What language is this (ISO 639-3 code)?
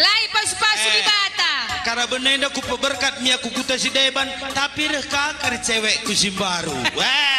btx